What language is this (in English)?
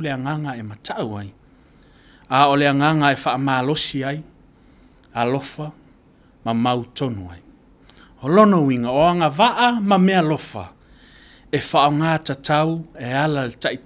Samoan